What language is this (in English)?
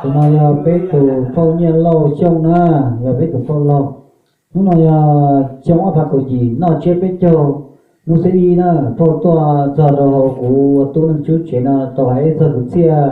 Hmong